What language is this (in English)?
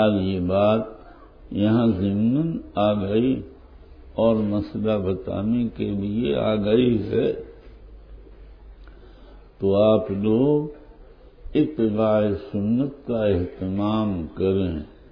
Urdu